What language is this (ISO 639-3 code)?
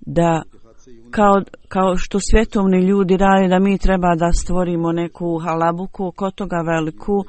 bos